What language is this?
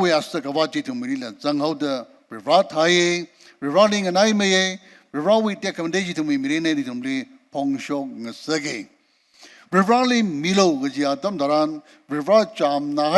Tangkhul Naga (India)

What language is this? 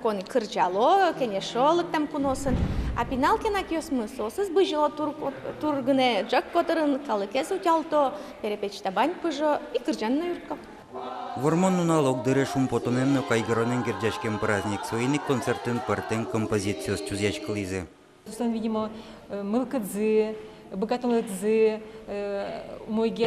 Udmurt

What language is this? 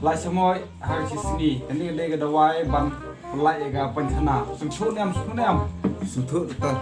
Khasi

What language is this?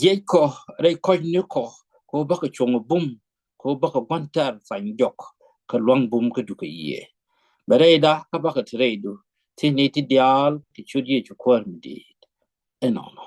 Nuer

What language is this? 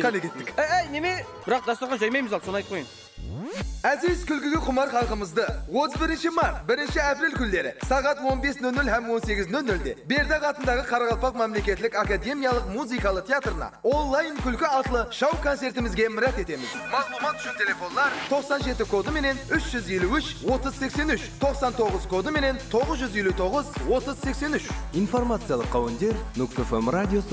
Kara-Kalpak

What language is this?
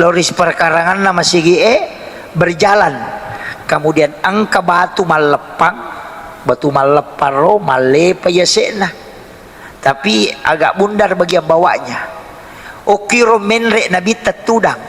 Buginese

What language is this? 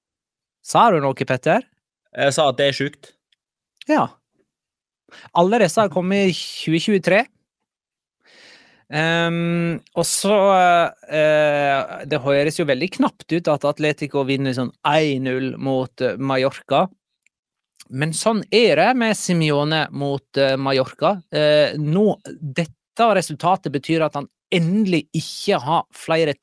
Norwegian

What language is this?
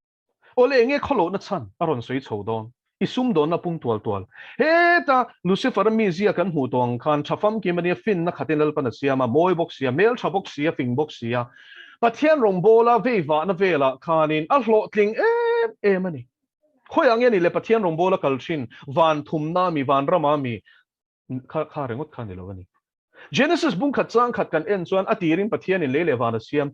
Mizo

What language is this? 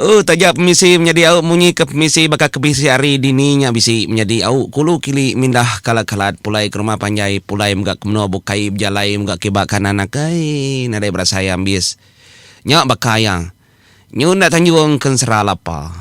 Iban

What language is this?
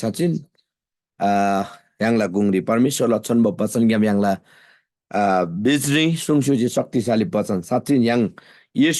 Eastern Tamang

